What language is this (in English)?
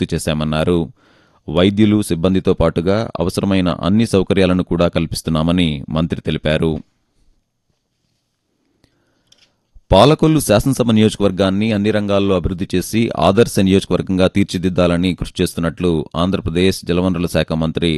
Telugu